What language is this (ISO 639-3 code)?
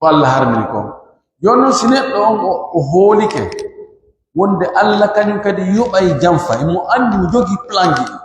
fuf